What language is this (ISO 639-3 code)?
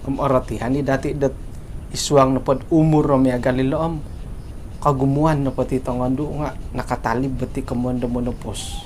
dtp